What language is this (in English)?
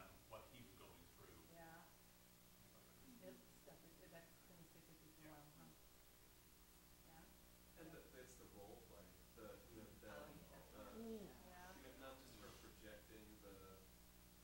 English